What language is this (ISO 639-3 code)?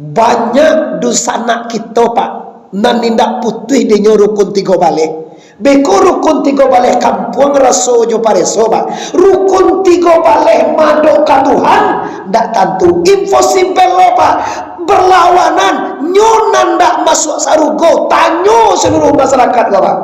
min